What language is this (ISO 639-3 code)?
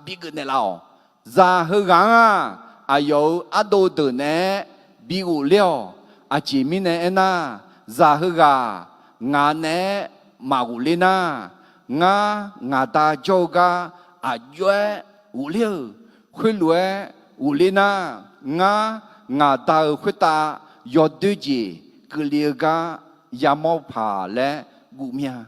ahk